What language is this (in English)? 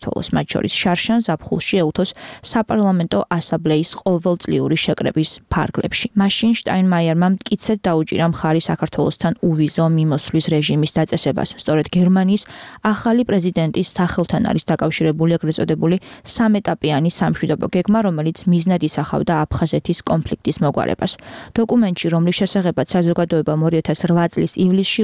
Georgian